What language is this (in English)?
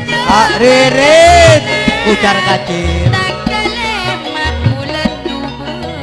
Madurese